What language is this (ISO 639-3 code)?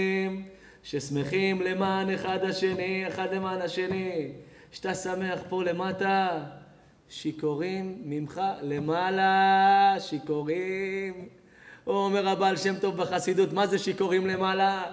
heb